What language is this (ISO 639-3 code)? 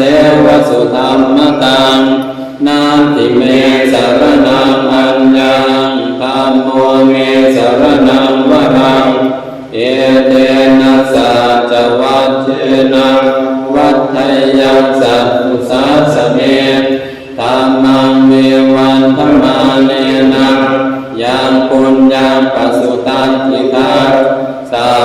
pli